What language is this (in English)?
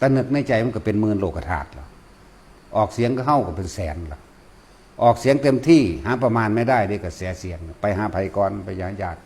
Northeastern Thai